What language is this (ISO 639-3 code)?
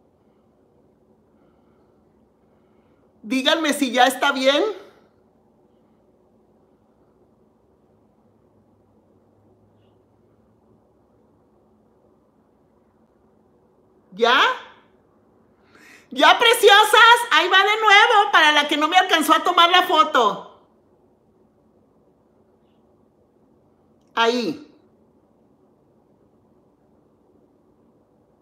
spa